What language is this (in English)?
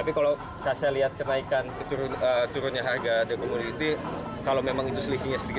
Indonesian